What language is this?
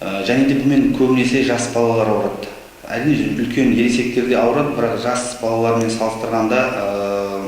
Kazakh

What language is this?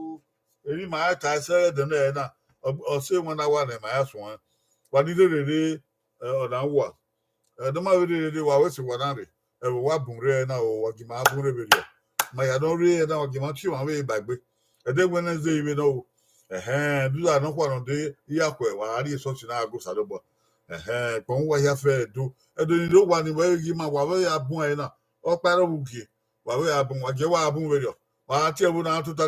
Bini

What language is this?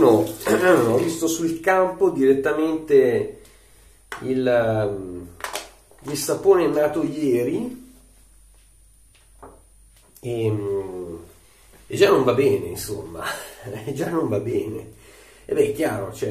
Italian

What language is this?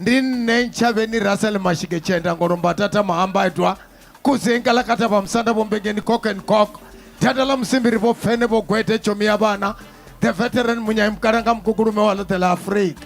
Venda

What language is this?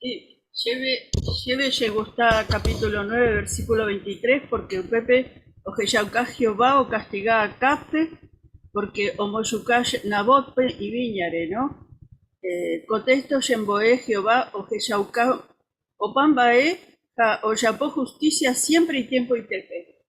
Guarani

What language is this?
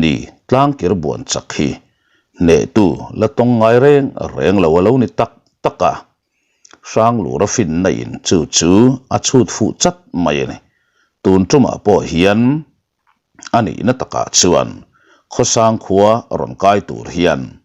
Mizo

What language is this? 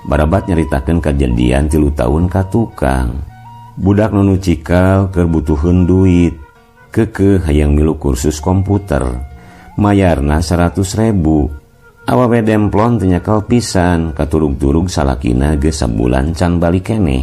Sundanese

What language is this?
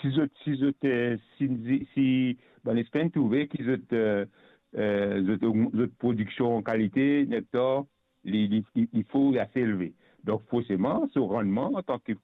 Morisyen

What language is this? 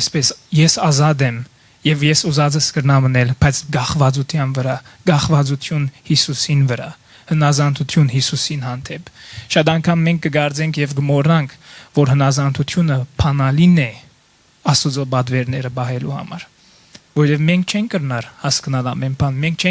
Western Armenian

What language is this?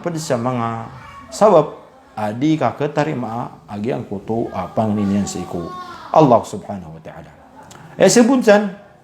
Maranao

